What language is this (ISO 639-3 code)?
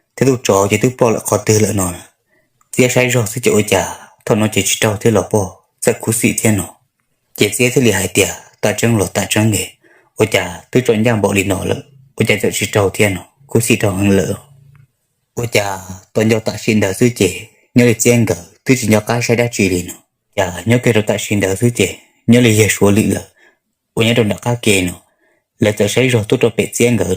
hmn